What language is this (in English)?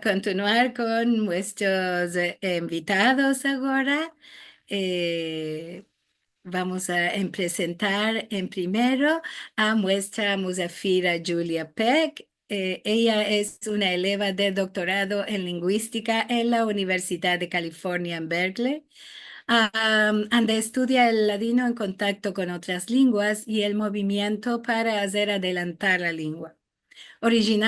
Ladino